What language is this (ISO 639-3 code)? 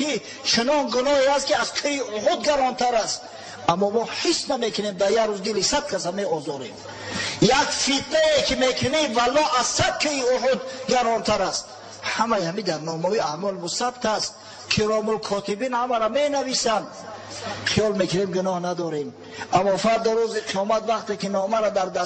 tgk